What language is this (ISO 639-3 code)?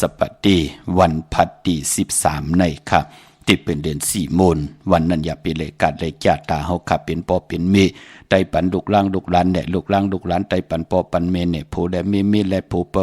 shn